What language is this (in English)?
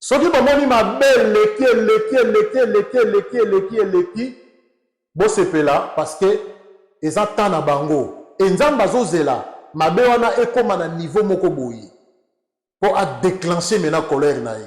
Lingala